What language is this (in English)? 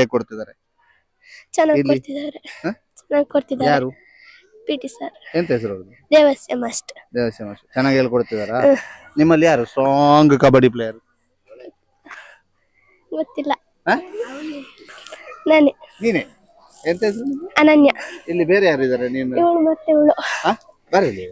Kannada